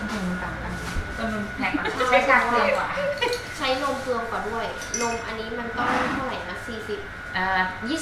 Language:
Thai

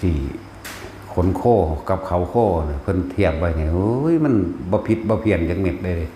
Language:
Northeastern Thai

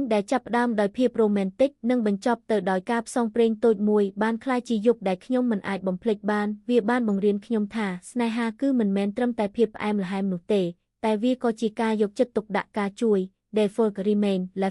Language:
Khmer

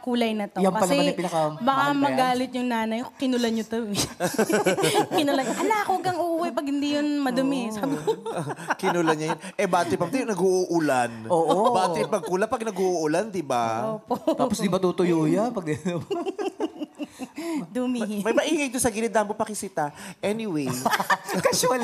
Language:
Filipino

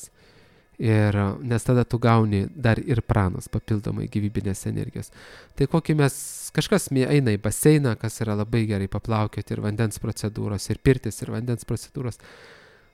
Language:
Lithuanian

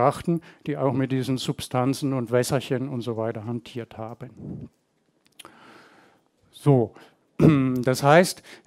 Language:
German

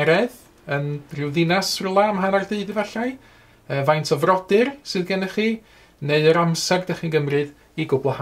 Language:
Welsh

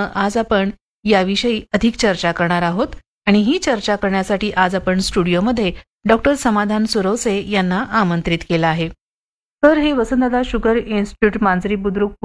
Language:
Marathi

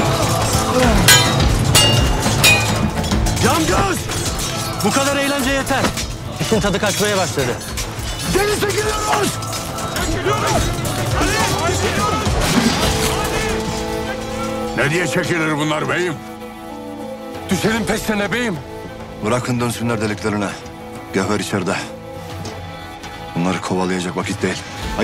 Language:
Turkish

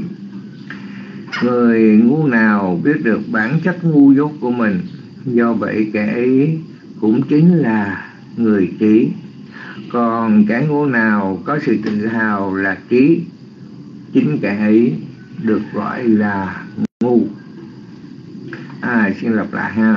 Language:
Vietnamese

